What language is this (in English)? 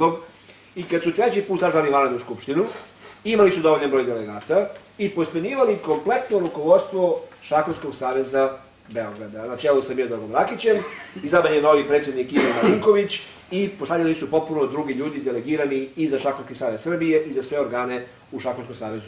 Serbian